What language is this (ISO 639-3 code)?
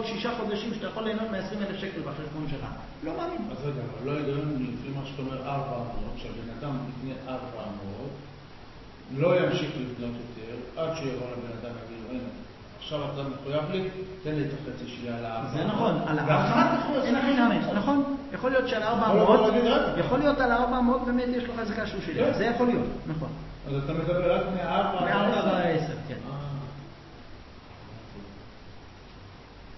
heb